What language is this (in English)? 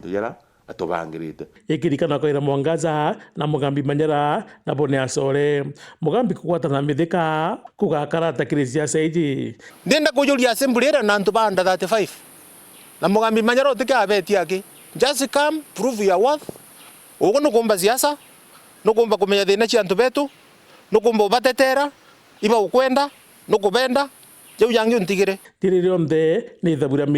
Meru